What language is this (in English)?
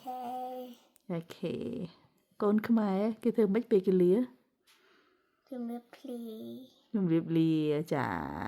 Khmer